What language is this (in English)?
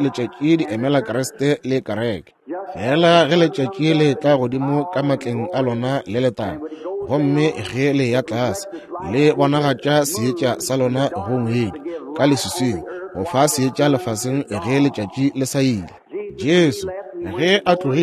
Northern Sotho